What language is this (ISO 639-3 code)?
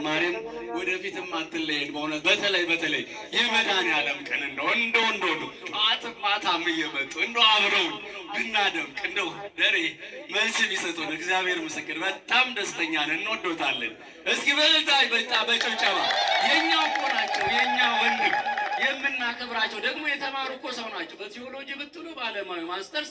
amh